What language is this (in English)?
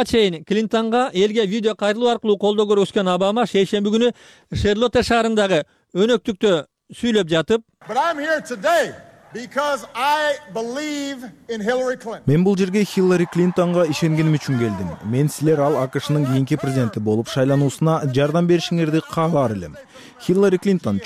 Kyrgyz